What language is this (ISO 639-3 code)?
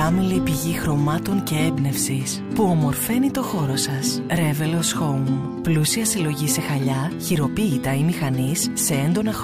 ell